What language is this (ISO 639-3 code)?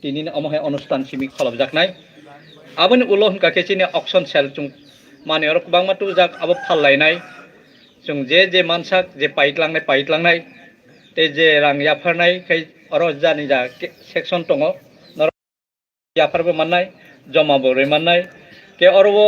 trp